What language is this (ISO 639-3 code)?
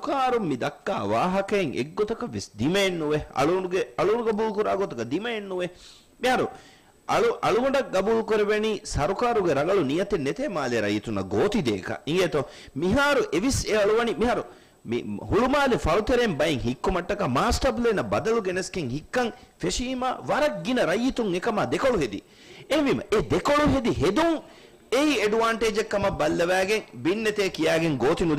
div